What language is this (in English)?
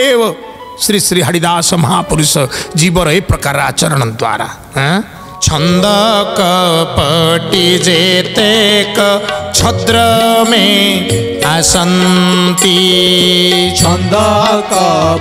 Odia